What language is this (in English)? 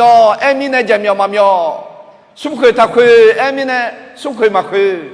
Akha